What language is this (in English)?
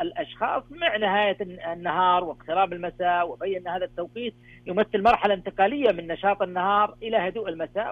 Arabic